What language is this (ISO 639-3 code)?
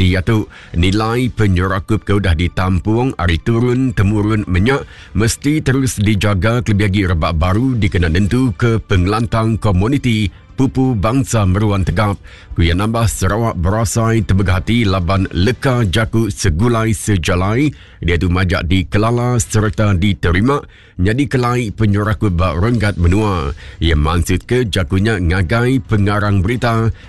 iba